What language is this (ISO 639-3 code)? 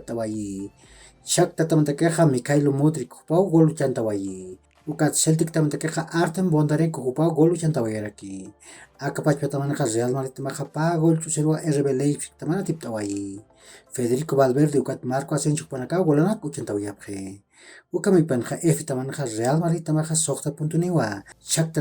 aym